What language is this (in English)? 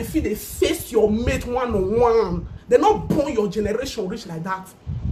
Nigerian Pidgin